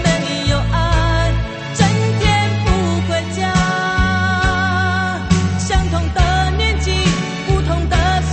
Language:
Chinese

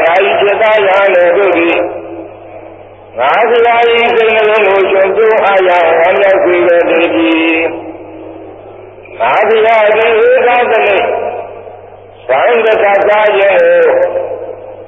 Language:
Burmese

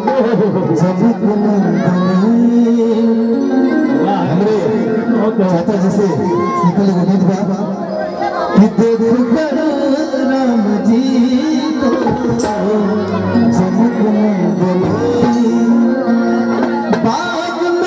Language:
Bhojpuri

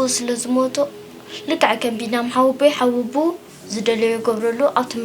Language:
Tigrinya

